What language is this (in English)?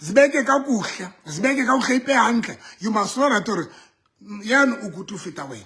Southern Sotho